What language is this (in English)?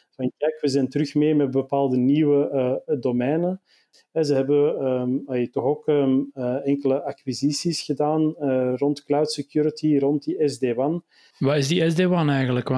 Dutch